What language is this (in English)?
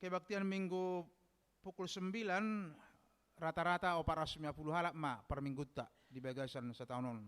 Batak Toba